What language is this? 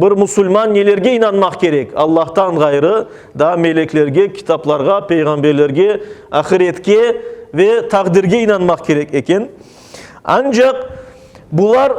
Crimean Tatar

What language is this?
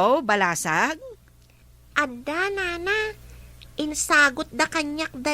Iloko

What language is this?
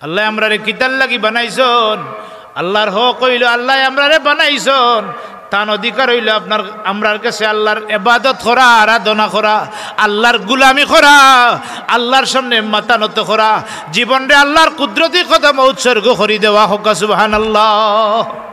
Sylheti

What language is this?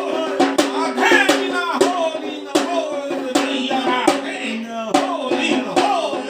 Chhattisgarhi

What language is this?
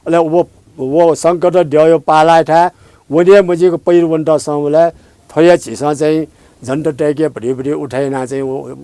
Newari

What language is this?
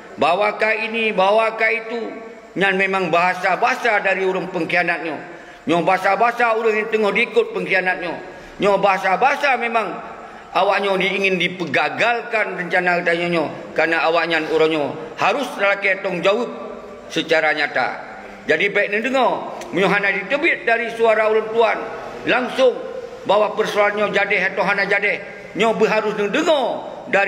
Achinese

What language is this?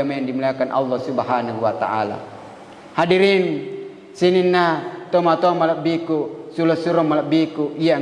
Buginese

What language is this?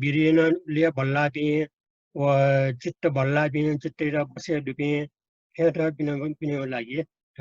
Newari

